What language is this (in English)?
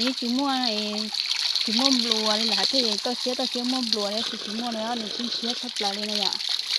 Hmong